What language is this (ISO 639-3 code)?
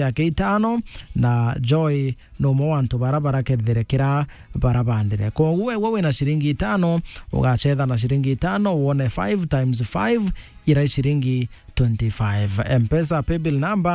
mer